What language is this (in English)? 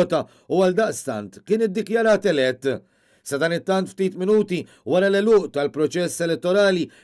Maltese